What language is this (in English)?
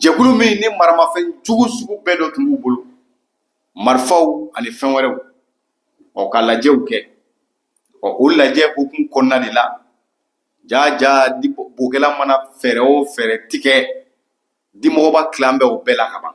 Bambara